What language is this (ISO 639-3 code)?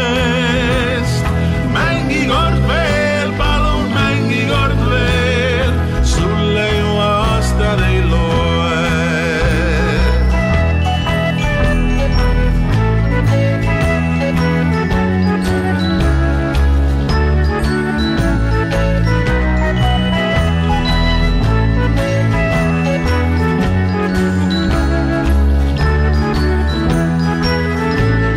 est